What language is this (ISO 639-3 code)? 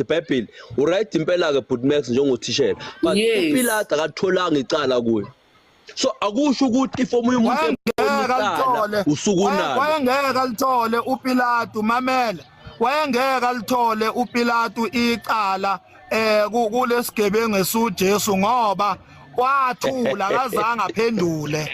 zul